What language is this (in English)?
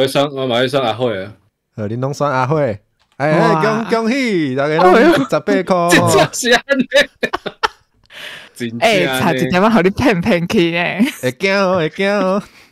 Min Nan Chinese